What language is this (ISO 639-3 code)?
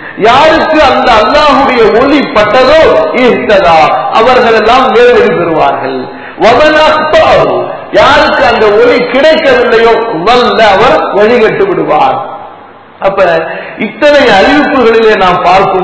tam